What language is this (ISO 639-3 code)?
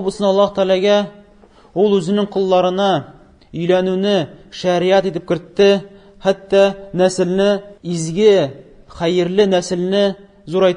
tat